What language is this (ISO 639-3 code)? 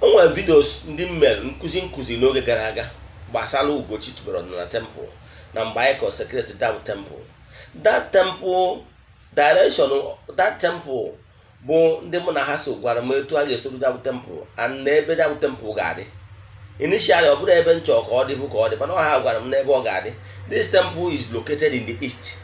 ibo